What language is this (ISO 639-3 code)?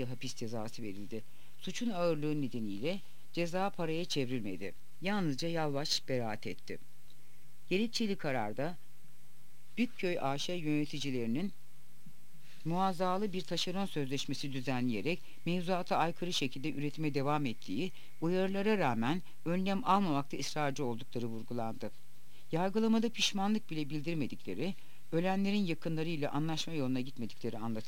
tur